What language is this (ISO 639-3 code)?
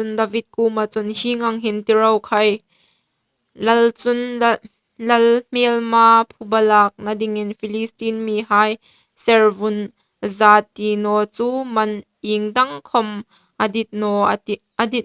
hmr